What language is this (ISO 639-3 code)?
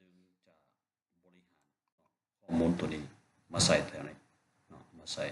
lao